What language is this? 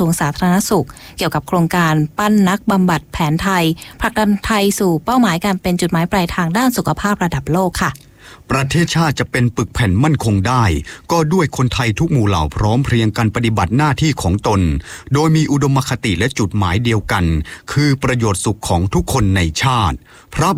Thai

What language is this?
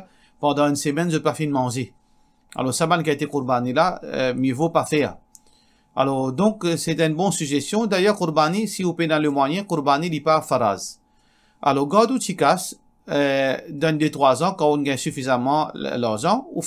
Morisyen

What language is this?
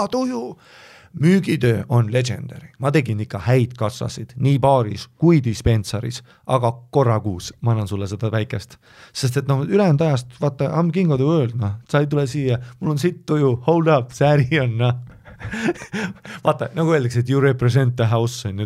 Estonian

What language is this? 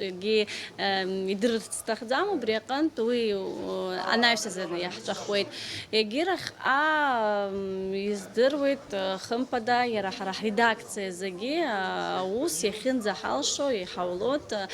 Abkhazian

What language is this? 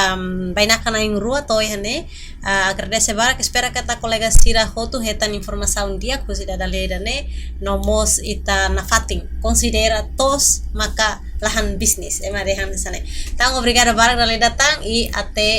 Tetum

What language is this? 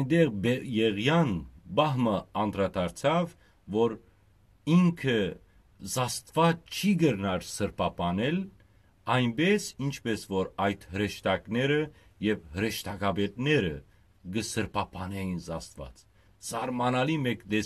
Western Armenian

